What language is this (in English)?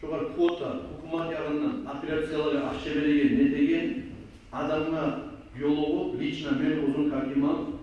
Kumyk